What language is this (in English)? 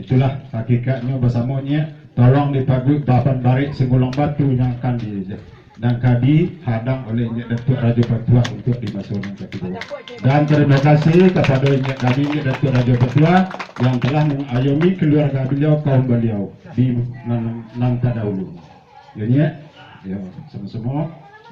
Minangkabau